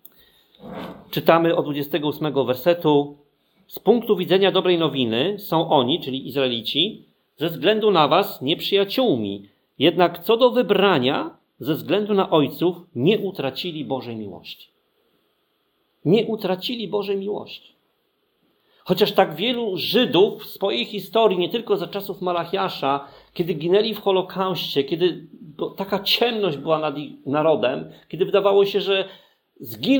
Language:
Polish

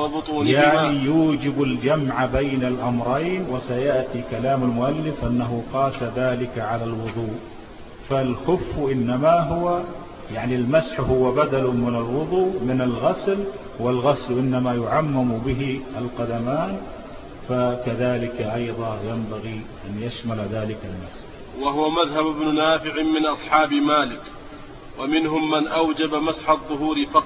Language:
Arabic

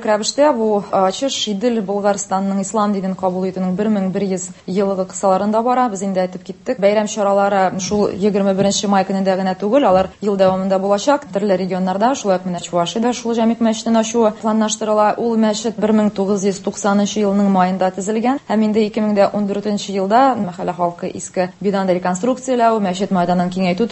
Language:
Tatar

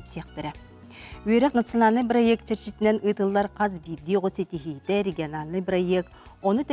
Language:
Yakut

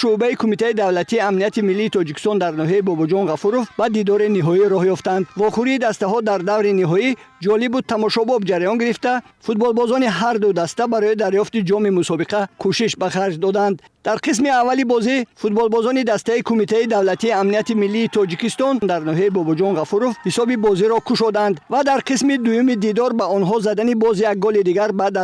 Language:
Tajik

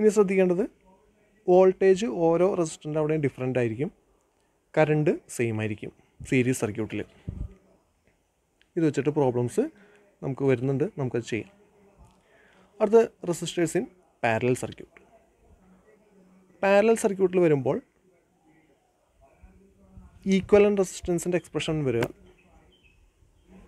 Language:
Malayalam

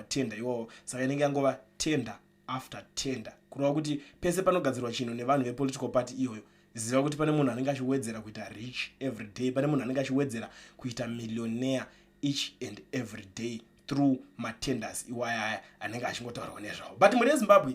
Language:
Shona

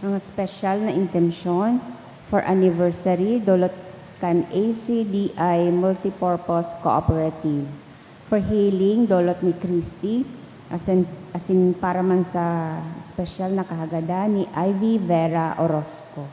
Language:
Bikol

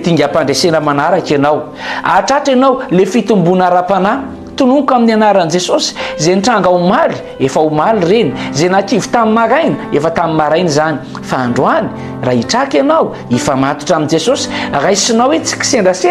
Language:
Malagasy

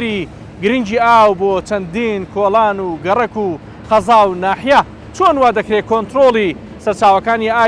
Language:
Central Kurdish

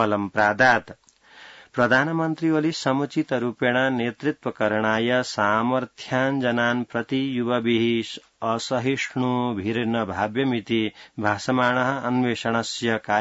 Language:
Sanskrit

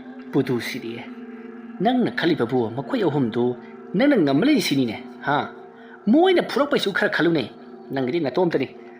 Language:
Manipuri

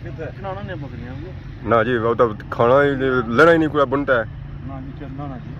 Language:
Pahari-Potwari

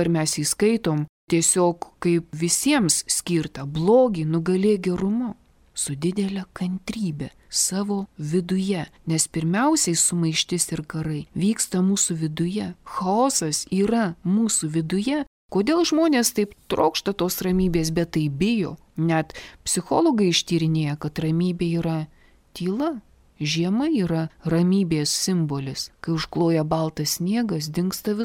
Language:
Lithuanian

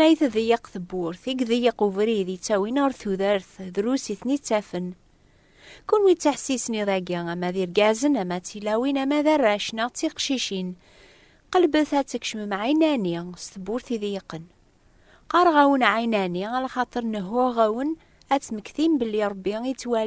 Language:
Kabyle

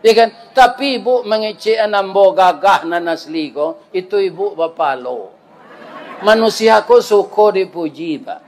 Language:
Minangkabau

